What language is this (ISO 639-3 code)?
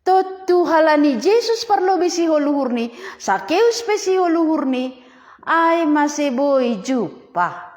bts